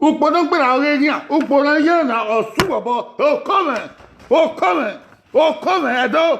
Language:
Bini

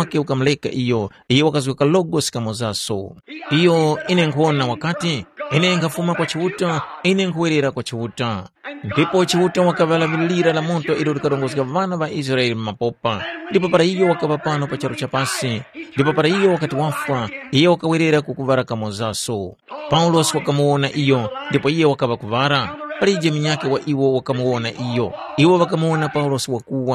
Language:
Tumbuka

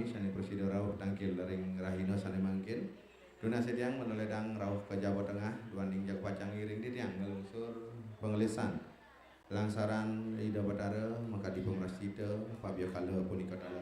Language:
Balinese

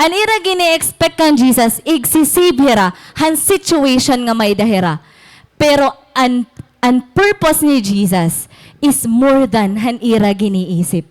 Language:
Waray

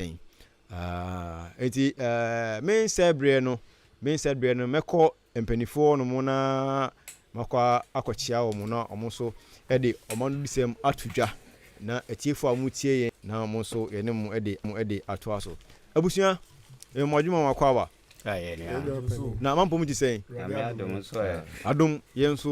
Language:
Akan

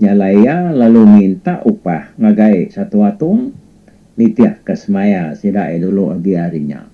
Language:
Iban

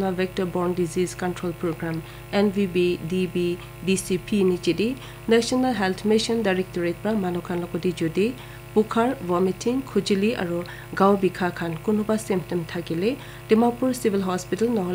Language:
Naga Pidgin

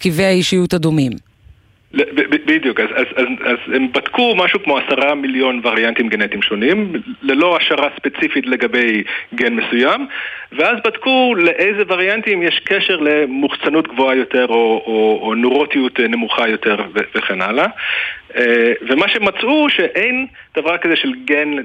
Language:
Hebrew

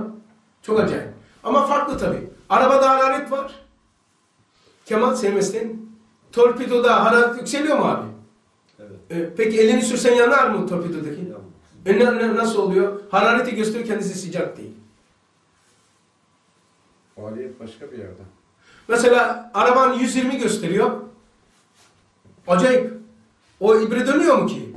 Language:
Turkish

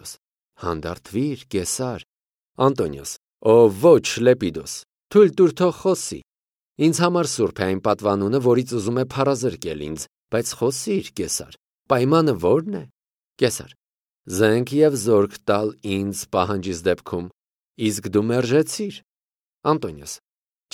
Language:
Armenian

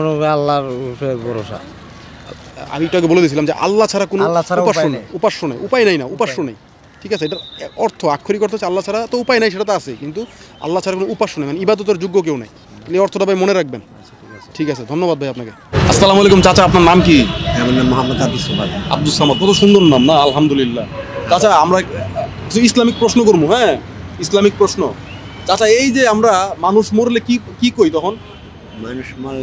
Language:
Bangla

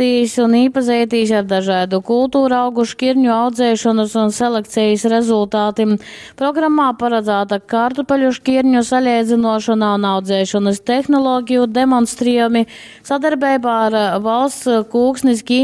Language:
Latgalian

